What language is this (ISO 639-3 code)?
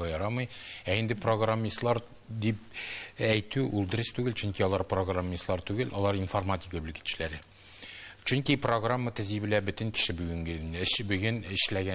tat